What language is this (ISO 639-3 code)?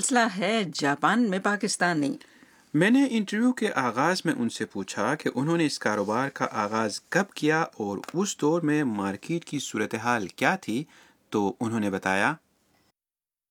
urd